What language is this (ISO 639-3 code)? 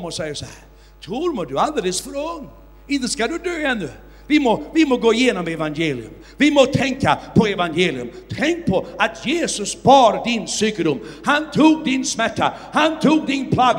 swe